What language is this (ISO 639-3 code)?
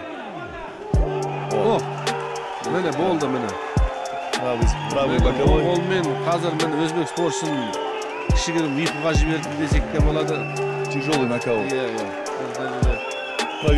kaz